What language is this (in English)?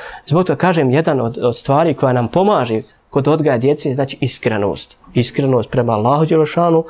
Bosnian